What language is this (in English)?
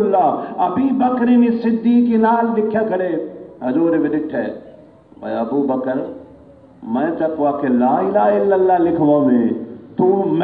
Saraiki